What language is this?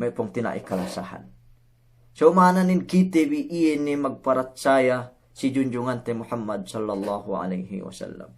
Yakan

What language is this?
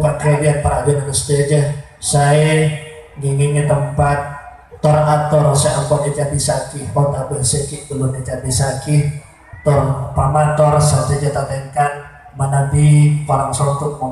Madurese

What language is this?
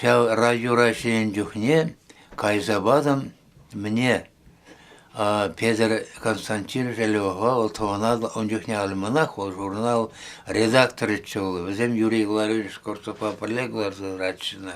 Chuvash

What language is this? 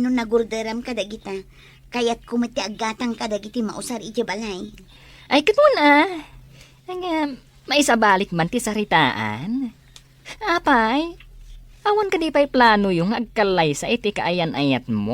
Iloko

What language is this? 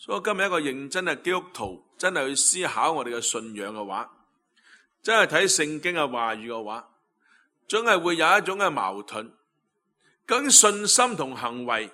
Cantonese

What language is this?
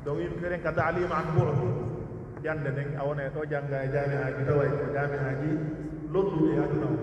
Pular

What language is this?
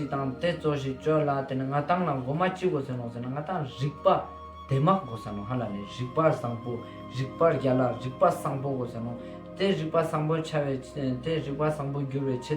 Ladakhi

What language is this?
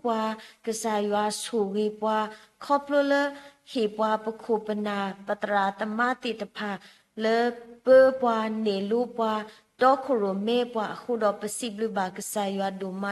S'gaw Karen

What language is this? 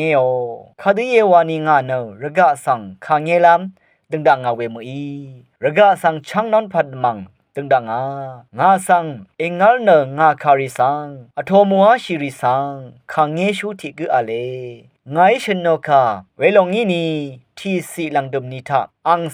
Rawang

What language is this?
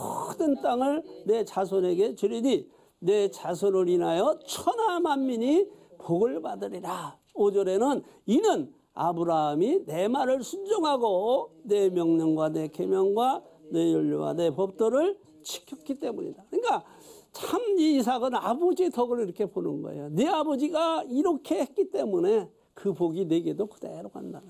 Korean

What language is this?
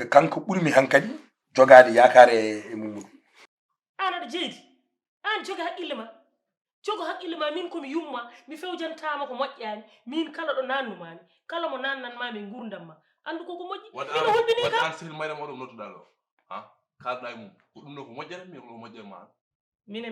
Fula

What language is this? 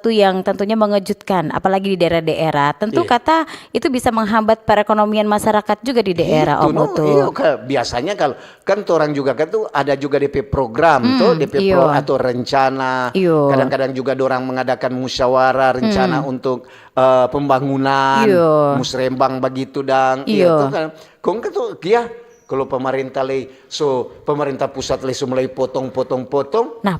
Manado Malay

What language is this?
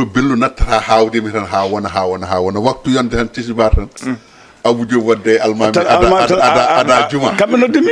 Fula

